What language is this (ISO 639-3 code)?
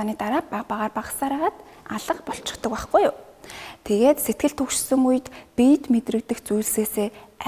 mon